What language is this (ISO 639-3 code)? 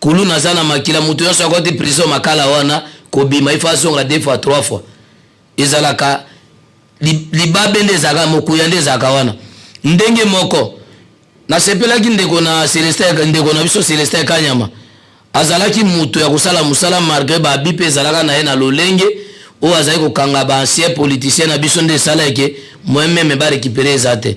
lin